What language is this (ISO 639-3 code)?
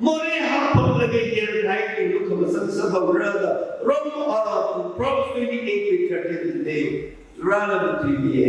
nmf